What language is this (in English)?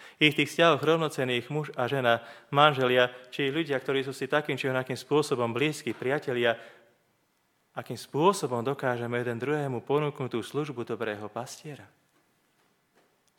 Slovak